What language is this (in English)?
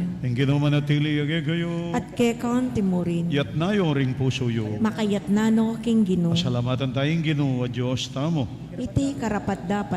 Pampanga